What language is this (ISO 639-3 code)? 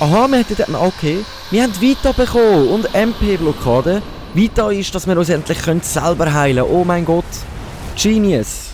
gsw